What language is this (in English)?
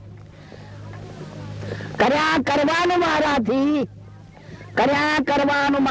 Gujarati